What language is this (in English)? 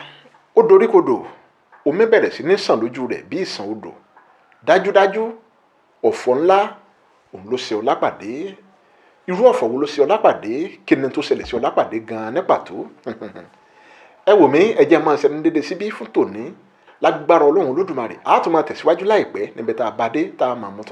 Yoruba